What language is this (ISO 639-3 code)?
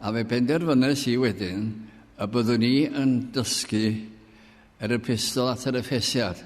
cym